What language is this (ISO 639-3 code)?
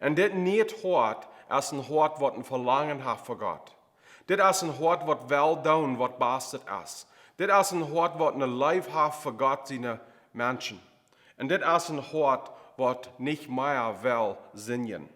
pdt